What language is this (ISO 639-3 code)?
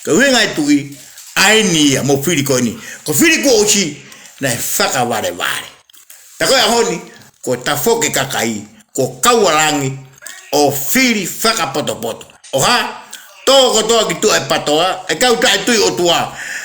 ton